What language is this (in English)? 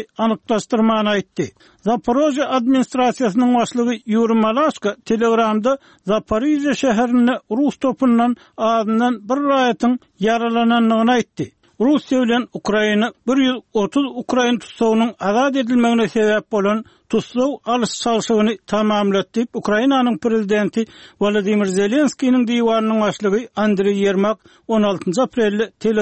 Turkmen